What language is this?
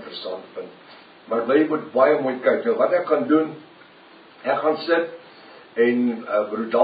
Afrikaans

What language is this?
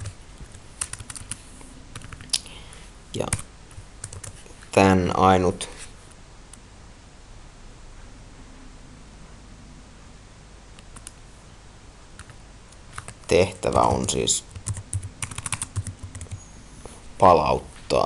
Finnish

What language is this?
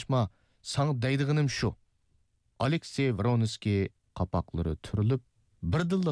Uyghur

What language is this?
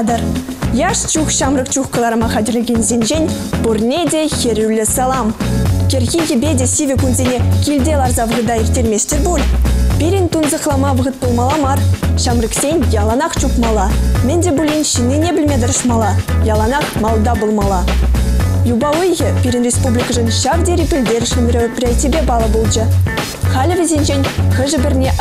Chuvash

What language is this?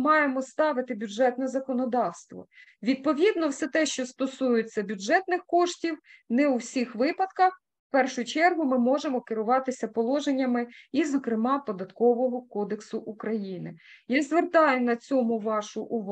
Ukrainian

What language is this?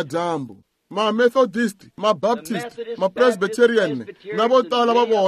Tsonga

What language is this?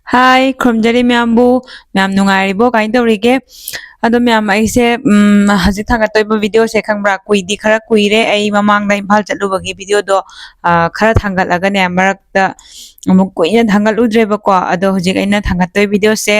Manipuri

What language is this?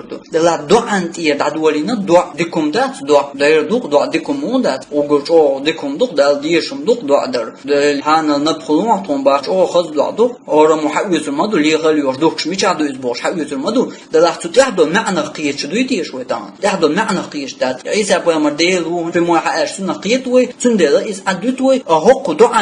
Chechen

